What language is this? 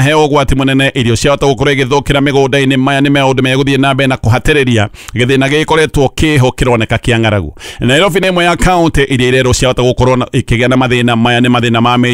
Kikuyu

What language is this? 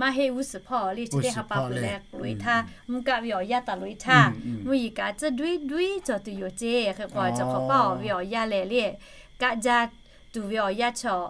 Lahu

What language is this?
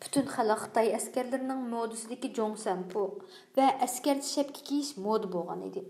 Uyghur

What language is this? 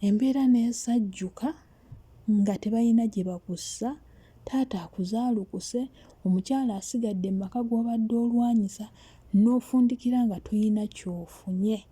Ganda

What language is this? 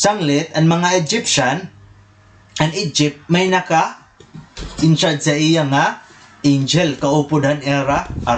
Waray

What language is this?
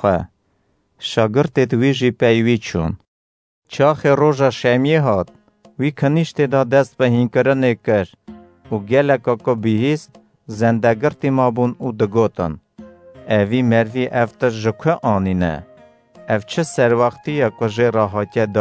Kurdish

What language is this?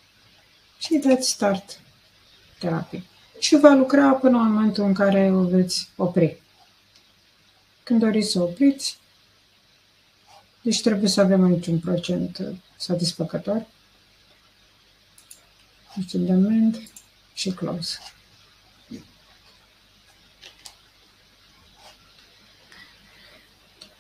Romanian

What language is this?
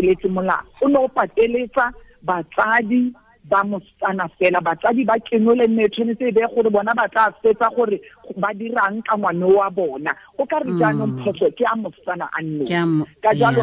Tswana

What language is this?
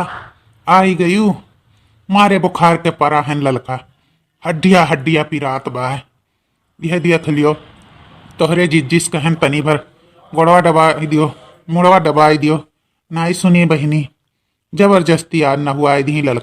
Awadhi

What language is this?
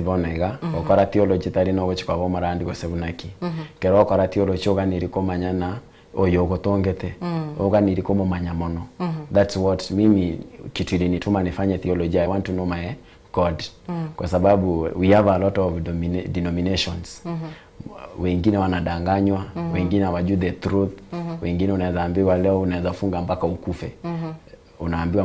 Gusii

